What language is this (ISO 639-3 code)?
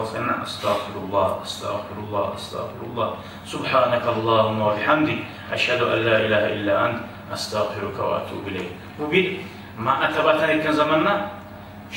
kum